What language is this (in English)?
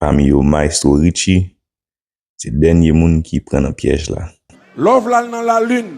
Haitian Creole